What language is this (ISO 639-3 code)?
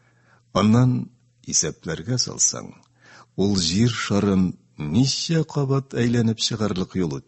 tat